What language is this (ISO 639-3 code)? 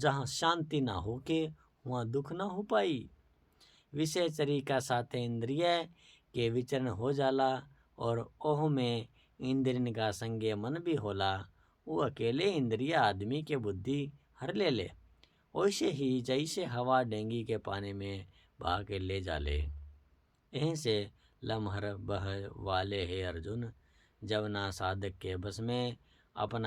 bho